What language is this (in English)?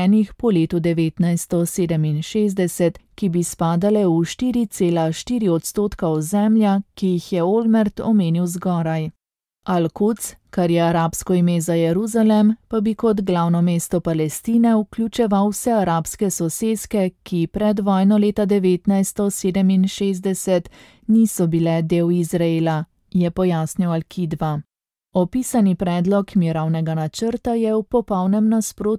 Slovenian